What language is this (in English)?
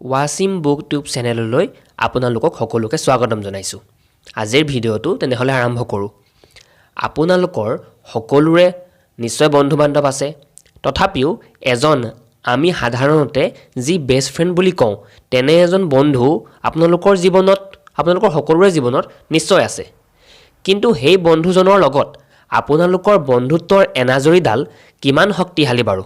Assamese